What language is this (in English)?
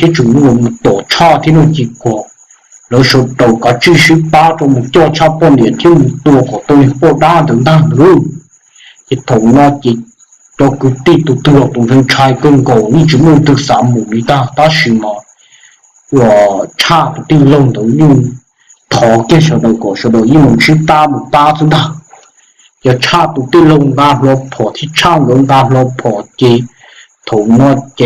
Hmong